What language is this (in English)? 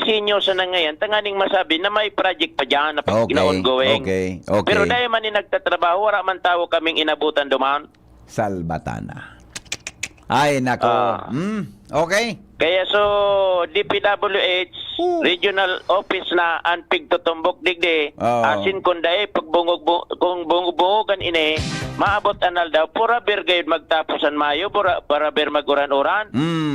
Bikol